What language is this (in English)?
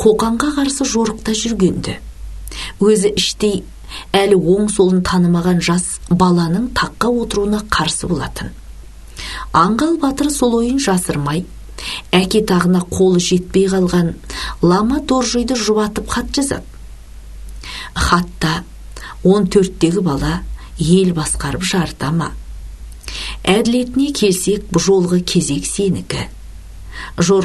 Kazakh